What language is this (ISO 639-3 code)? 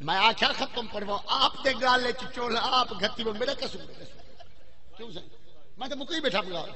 skr